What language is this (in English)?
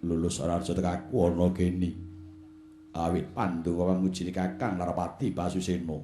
Javanese